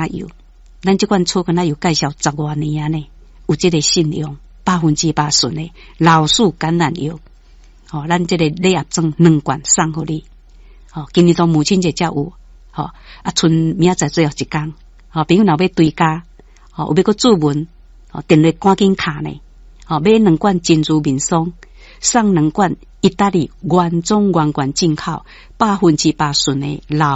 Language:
Min Nan Chinese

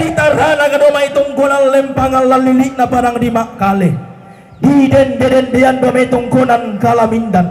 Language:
Toraja-Sa'dan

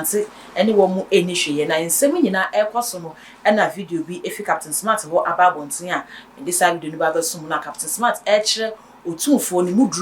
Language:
Akan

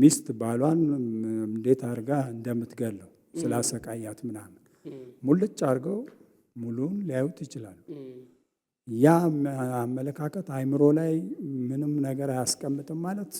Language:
Amharic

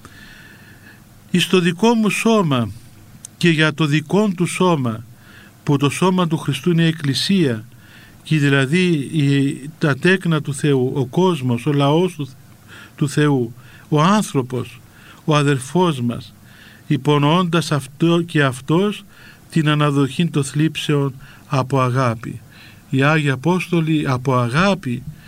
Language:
Greek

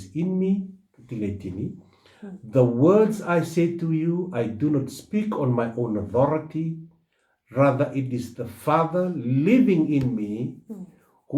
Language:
Fijian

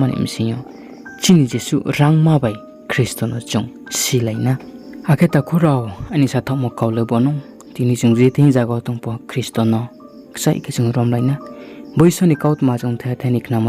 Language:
Riang (India)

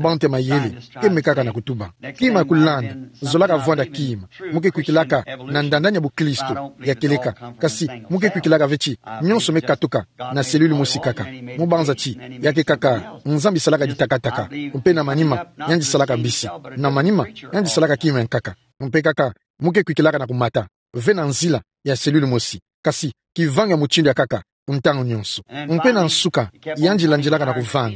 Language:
Kituba (Democratic Republic of Congo)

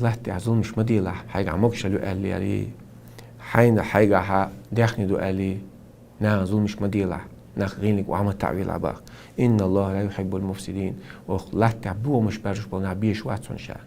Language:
Chechen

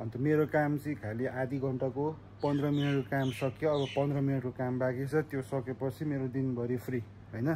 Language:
Nepali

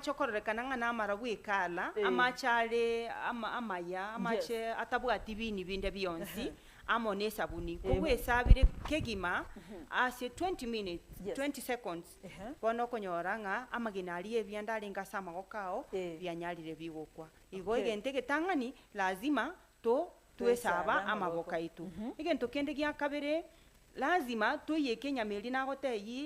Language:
Gusii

